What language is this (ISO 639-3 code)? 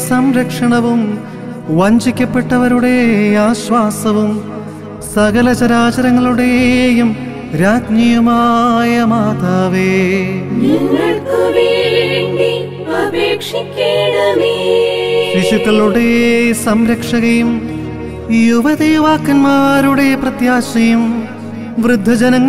mal